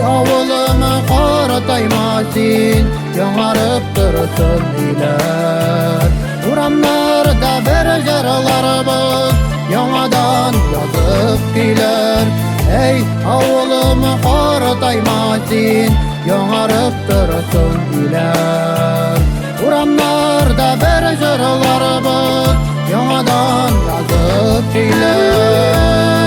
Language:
Bashkir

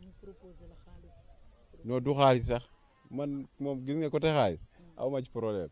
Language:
Wolof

